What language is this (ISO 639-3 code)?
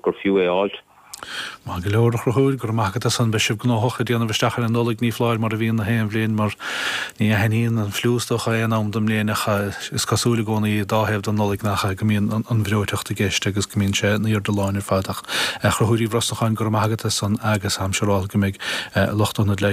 gle